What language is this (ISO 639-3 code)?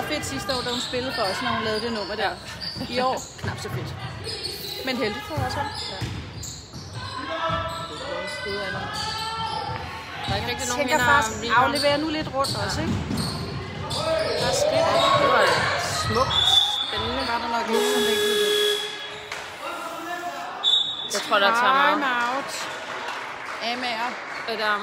dan